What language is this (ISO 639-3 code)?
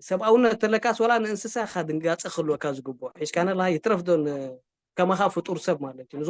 tir